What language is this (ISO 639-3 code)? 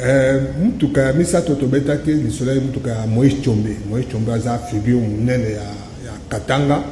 lin